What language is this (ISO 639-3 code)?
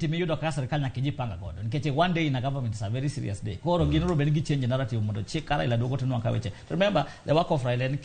luo